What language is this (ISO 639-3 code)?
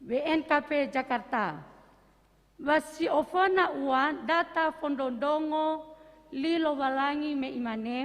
nia